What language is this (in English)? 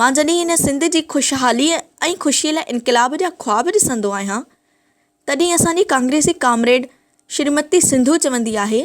Sindhi